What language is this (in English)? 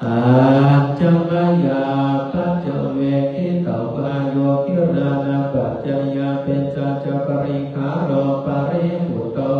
Pali